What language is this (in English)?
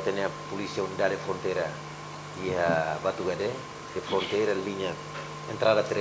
Tetum